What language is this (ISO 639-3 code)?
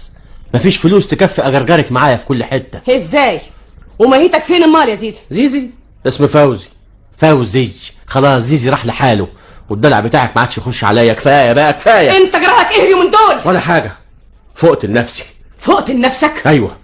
arz